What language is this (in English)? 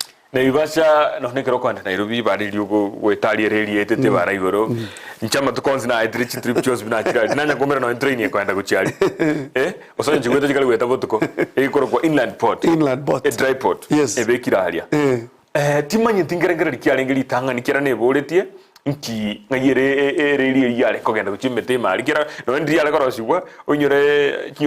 Gusii